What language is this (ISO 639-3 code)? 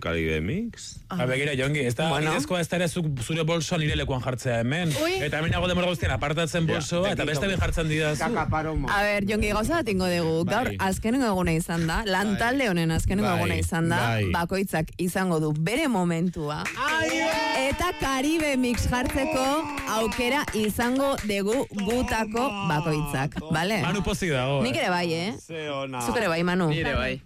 eus